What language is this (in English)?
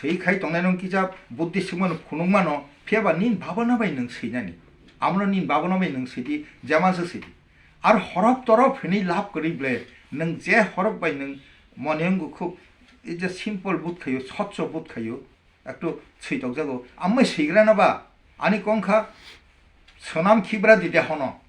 Kok Borok